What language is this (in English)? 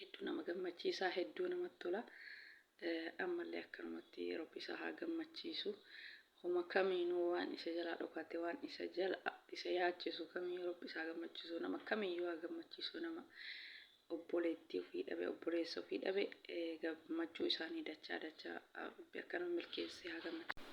Oromo